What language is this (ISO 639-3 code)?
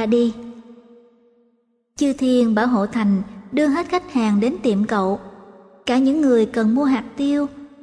vie